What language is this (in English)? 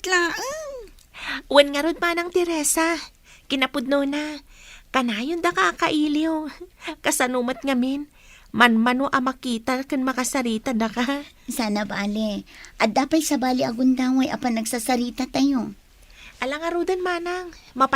Iloko